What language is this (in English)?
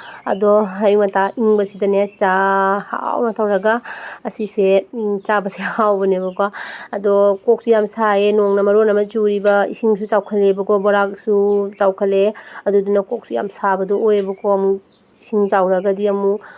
Manipuri